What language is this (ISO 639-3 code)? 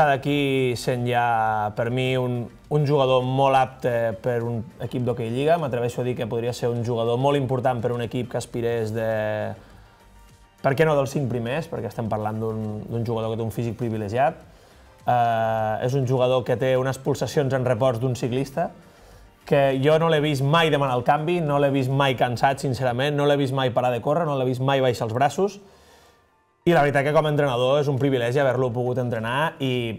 cat